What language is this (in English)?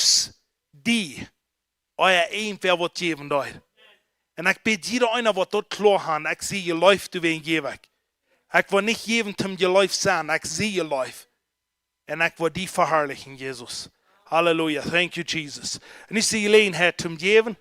Plautdietsch